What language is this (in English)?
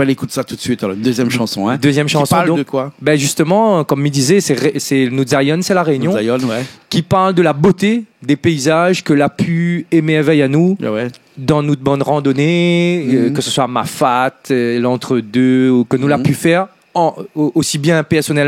Réunion Creole French